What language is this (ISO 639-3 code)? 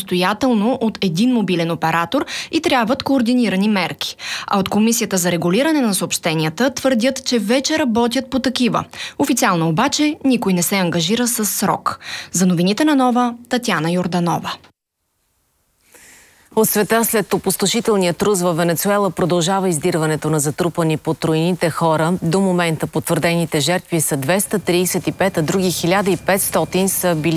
bul